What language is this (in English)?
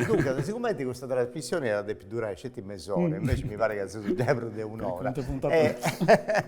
Sardinian